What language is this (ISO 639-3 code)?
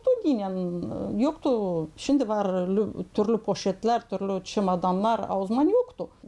gag